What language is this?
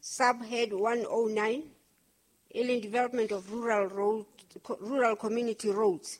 Southern Sotho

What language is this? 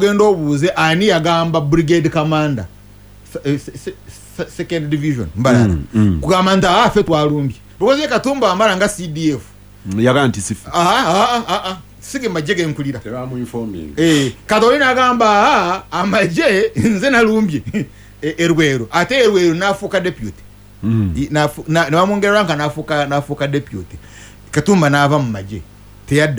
Ganda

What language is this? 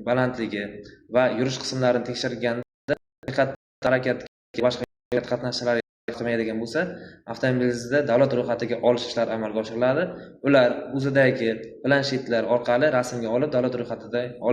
Uzbek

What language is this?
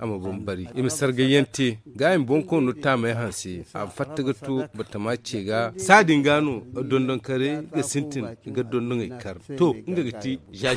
Zarma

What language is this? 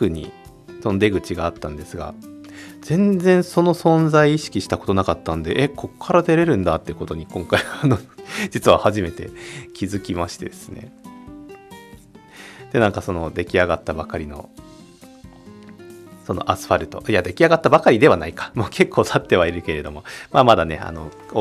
Japanese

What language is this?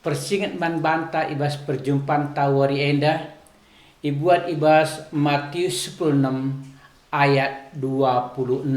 Batak Karo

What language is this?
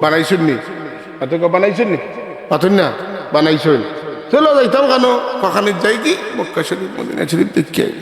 Sylheti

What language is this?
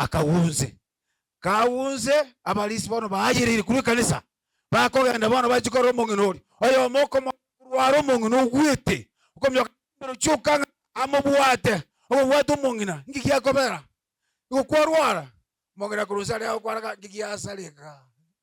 Gusii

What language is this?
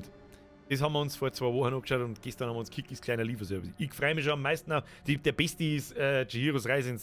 Bavarian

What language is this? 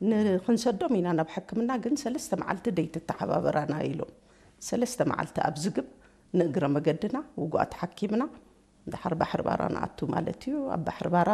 Tigrinya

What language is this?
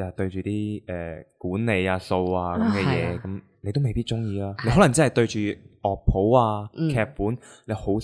Cantonese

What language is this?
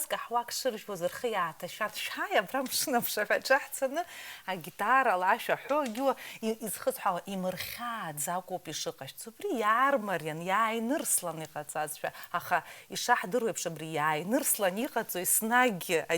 Abkhazian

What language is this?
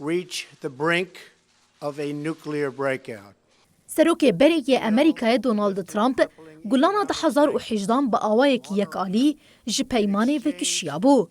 Kurdish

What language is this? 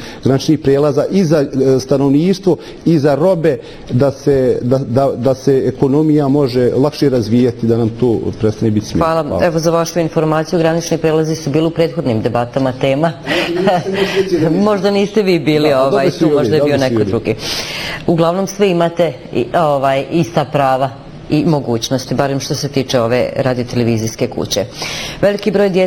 Bosnian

